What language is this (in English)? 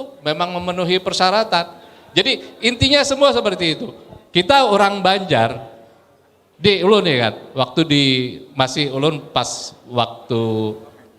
Banjar